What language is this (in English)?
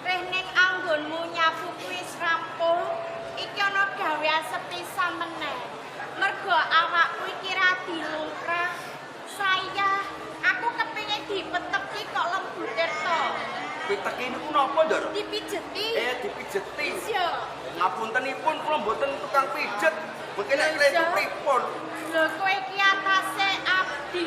Javanese